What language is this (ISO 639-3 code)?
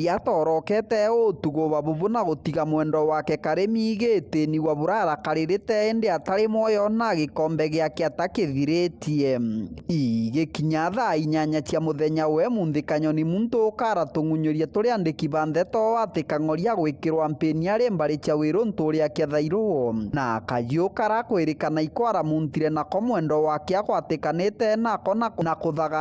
mer